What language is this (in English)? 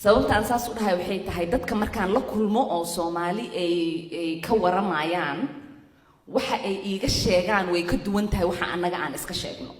Somali